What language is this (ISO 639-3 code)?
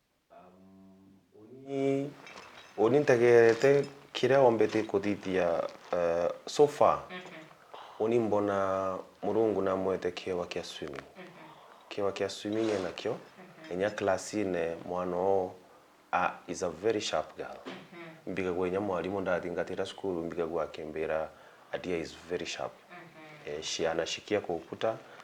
mer